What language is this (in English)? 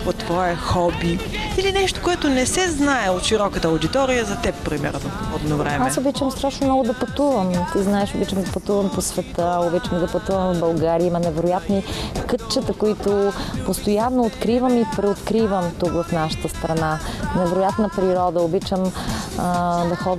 Bulgarian